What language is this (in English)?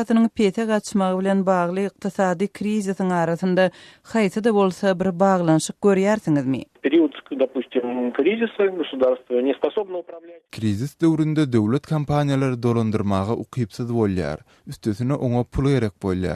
Turkmen